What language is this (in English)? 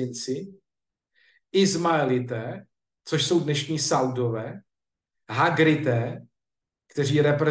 Czech